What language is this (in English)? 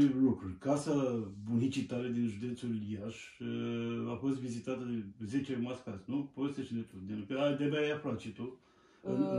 Romanian